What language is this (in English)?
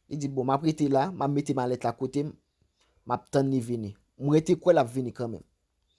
Haitian Creole